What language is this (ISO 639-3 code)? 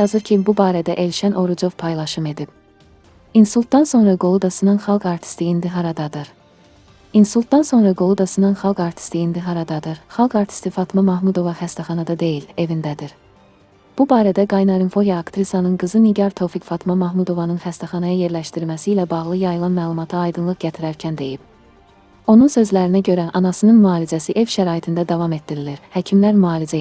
aze